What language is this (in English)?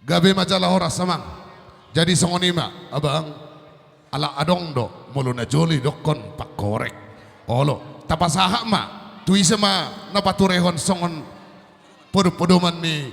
Batak Toba